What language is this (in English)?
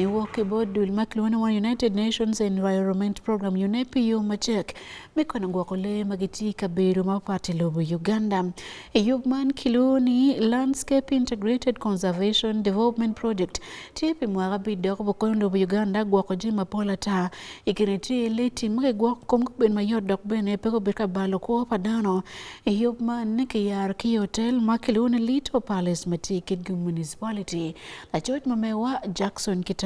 Acoli